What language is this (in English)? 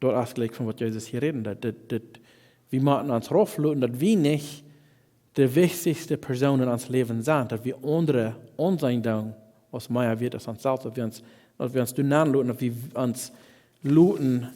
Plautdietsch